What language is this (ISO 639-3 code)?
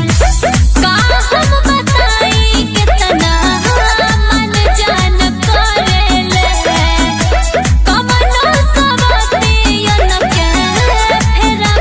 bho